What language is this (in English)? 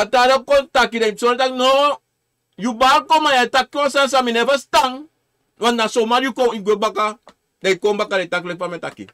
Sranan Tongo